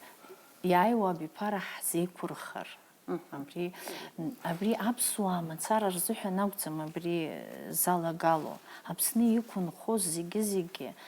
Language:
Abkhazian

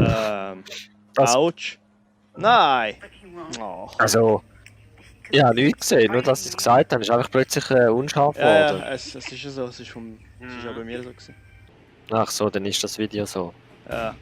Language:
Swiss German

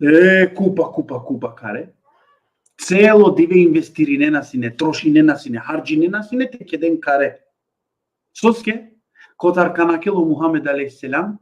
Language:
Balkan Romani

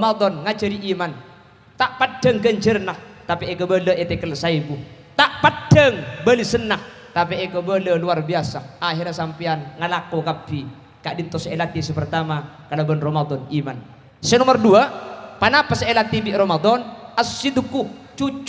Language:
Madurese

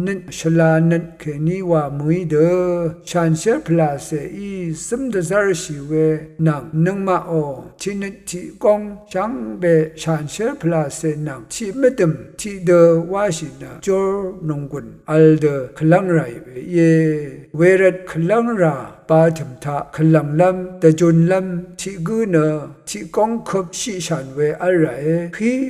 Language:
Rawang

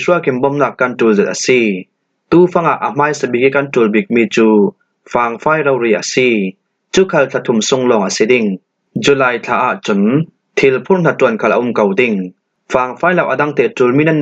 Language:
Falam Chin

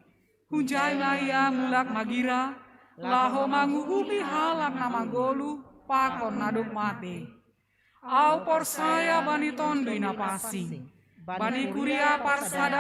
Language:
Batak Simalungun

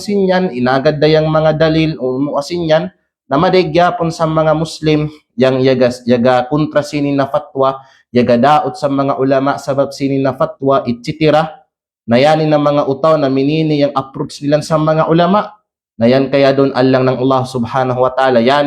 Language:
Kalagan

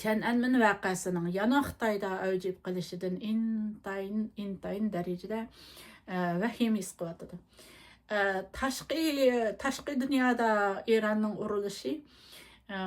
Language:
Uyghur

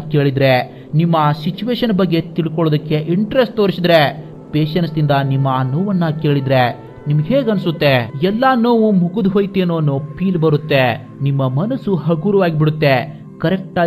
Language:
Kannada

